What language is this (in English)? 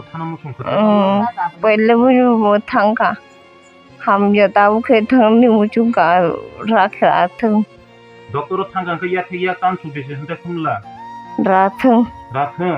Kok Borok